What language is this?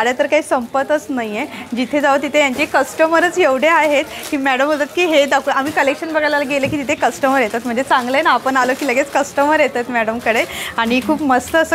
Marathi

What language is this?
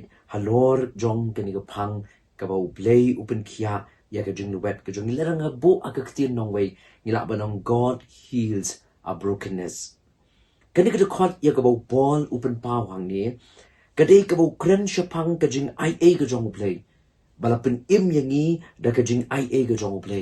Khasi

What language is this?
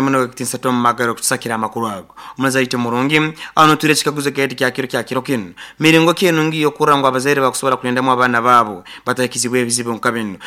Nyoro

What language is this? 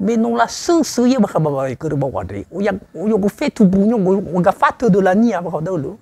Nias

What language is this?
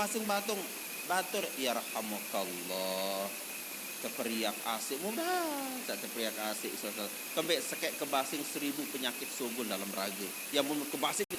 Sasak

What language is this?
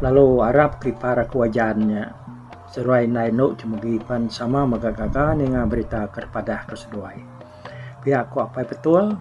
Iban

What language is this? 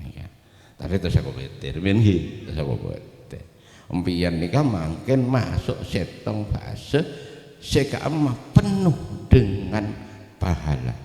Madurese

